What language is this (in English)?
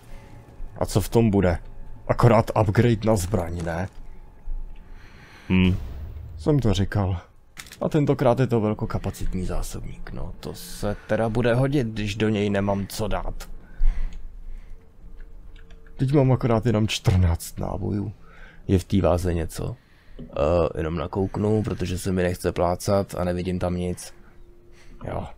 Czech